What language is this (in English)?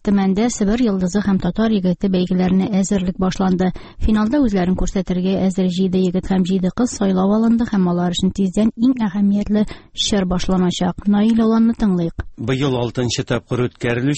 Tatar